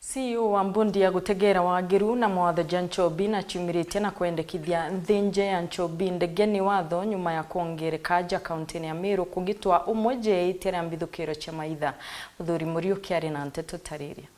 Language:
Meru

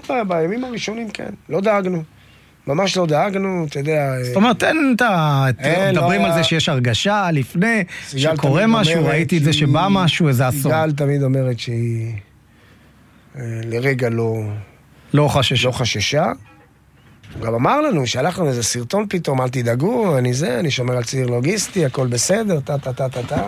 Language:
Hebrew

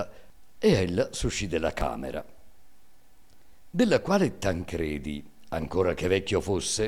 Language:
Italian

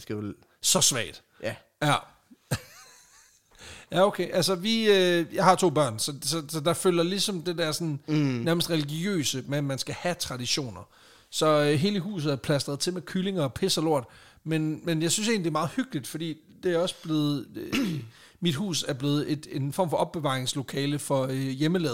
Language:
Danish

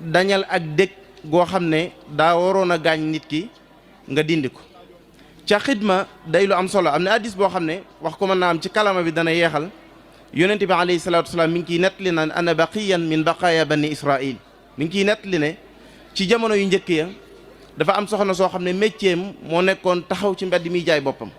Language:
Wolof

